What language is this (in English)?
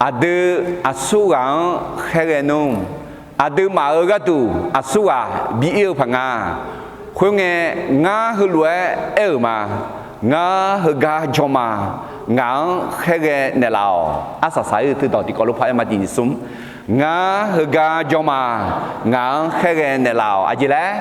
Akha